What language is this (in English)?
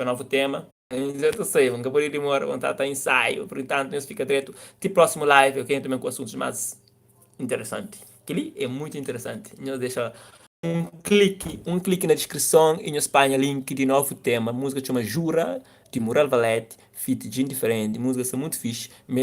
Kabuverdianu